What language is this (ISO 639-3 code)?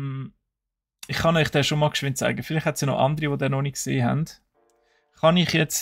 gsw